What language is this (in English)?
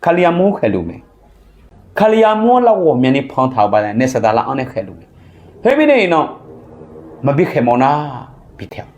Akha